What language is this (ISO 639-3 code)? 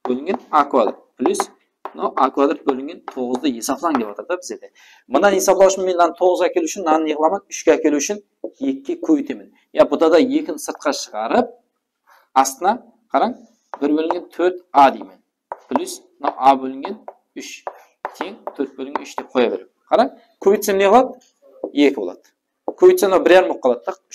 kaa